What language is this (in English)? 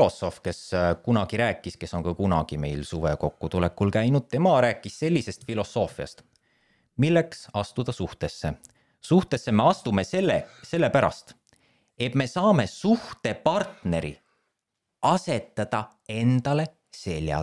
Estonian